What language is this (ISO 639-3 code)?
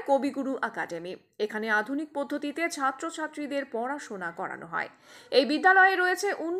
ben